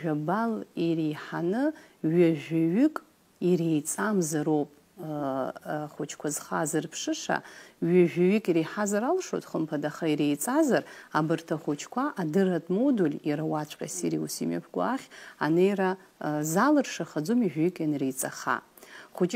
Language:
Abkhazian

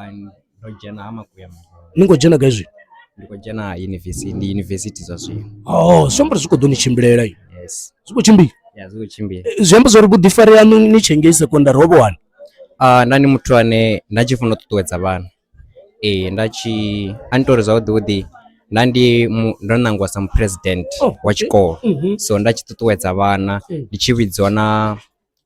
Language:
Venda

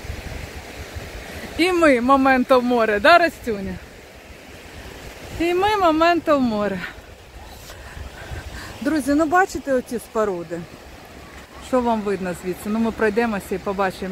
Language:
Ukrainian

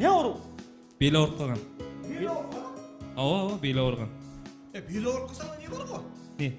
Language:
Kara-Kalpak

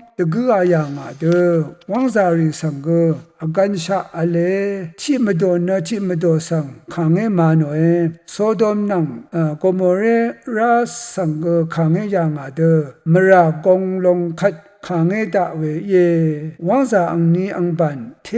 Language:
Rawang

